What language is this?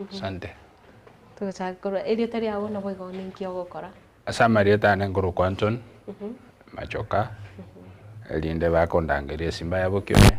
Gusii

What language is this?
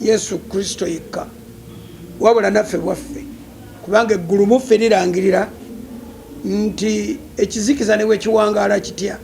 Ganda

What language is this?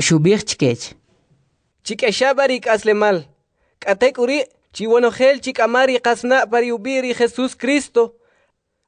Kʼicheʼ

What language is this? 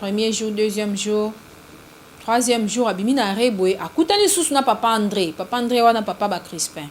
Lingala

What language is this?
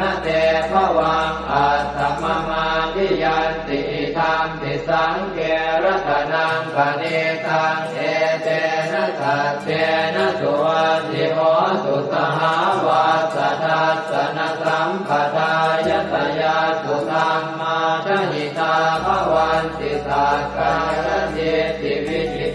Pali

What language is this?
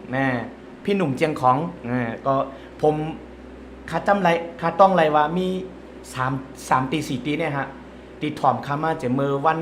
Shan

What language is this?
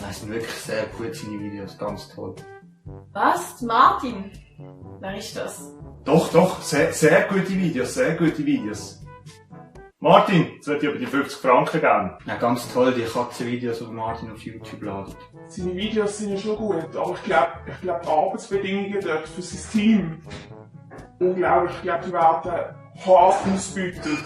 Swiss German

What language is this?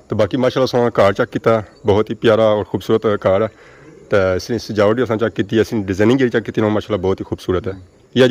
Pahari-Potwari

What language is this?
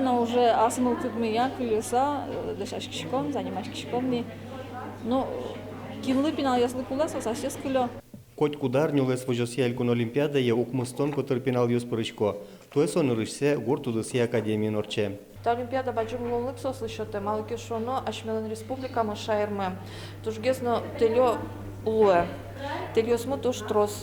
Udmurt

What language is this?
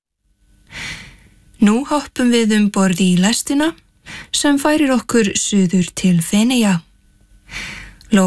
Icelandic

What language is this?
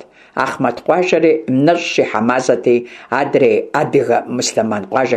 Kabardian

